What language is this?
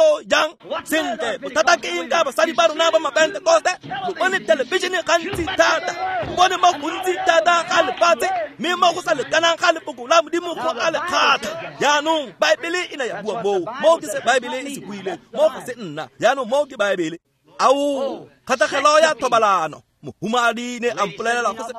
Tswana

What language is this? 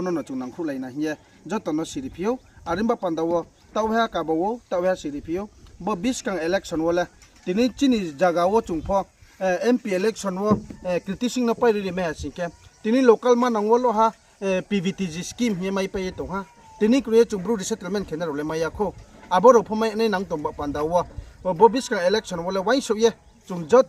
Riang (India)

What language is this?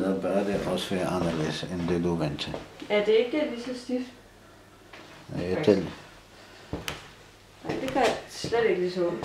Danish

